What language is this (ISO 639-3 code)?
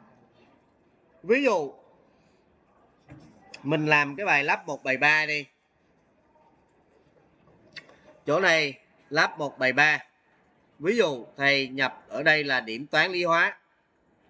vie